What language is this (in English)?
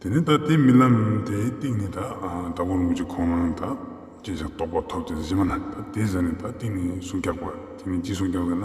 Ladakhi